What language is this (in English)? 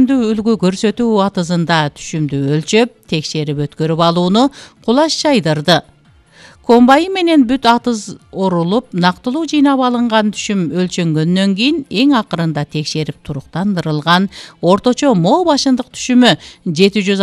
Kyrgyz